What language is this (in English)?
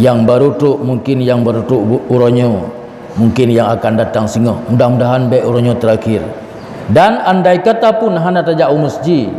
Achinese